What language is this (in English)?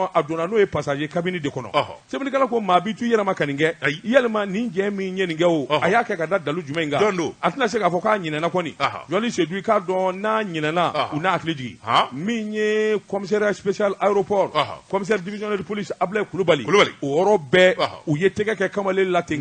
Bambara